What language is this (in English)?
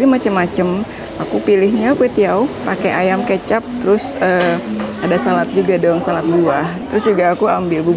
Indonesian